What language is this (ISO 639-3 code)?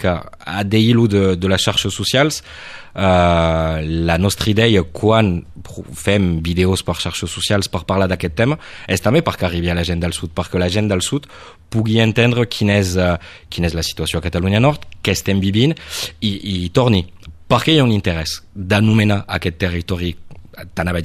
cat